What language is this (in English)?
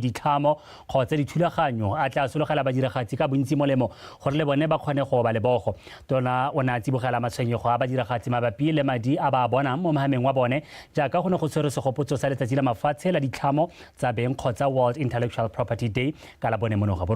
Tswana